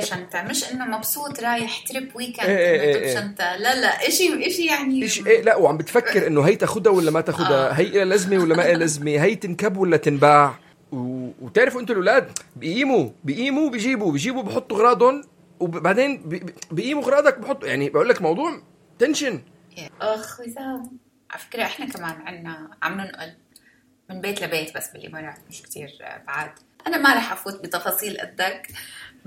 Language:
North Levantine Arabic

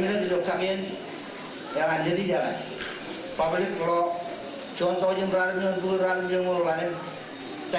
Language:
Marshallese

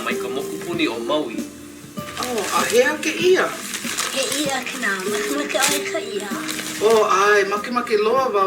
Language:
Hawaiian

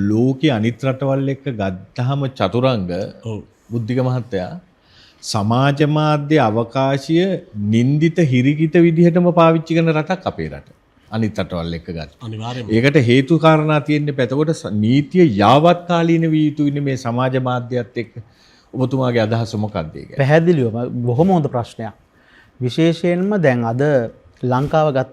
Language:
Sinhala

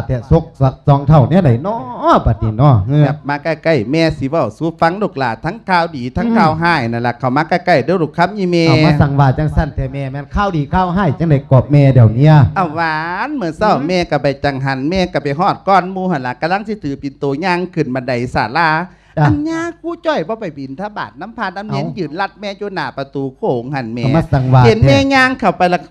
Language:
Lao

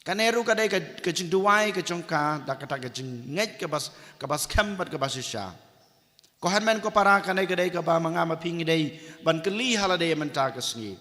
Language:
Khasi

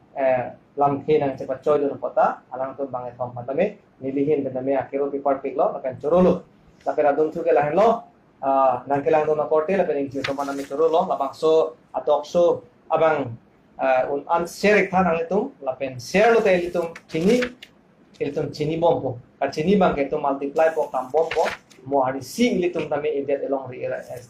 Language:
Karbi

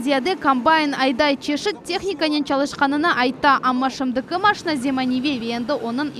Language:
Crimean Tatar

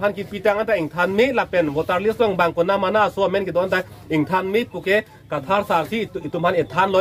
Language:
Karbi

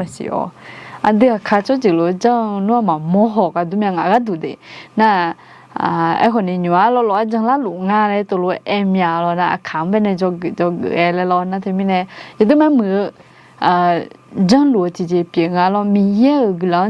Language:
Akha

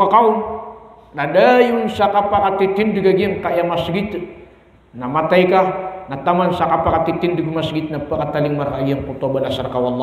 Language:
Maranao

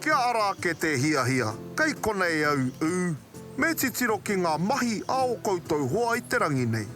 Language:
Māori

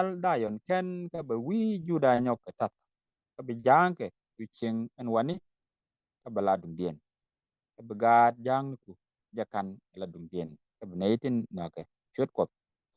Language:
Nuer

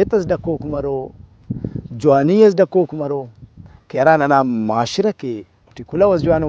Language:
Brahui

